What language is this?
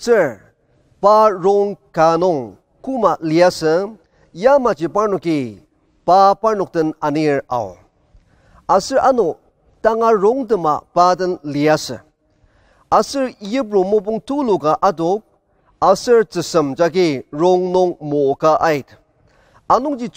Ao Naga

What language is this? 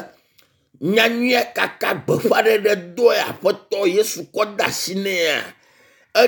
Ewe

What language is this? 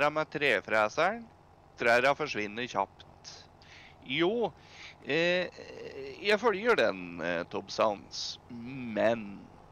Norwegian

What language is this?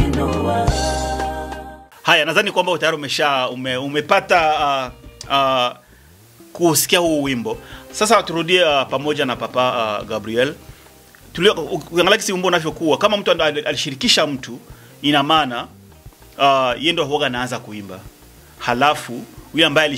Swahili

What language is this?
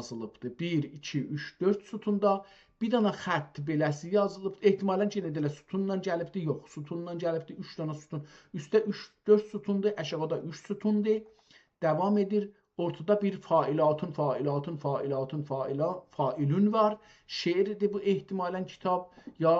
South Azerbaijani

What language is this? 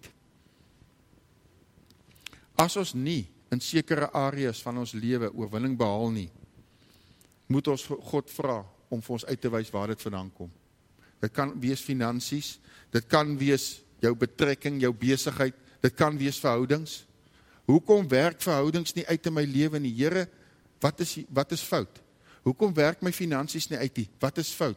Afrikaans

